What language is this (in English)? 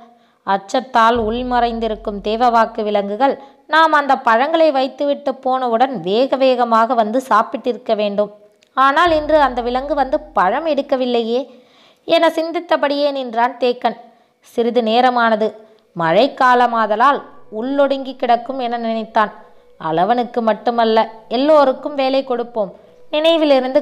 Tamil